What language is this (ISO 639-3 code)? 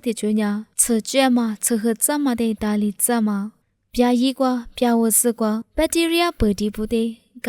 lis